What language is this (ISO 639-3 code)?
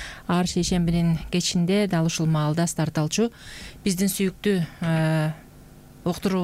kir